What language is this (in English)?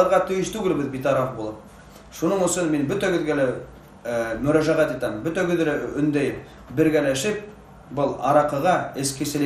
Bashkir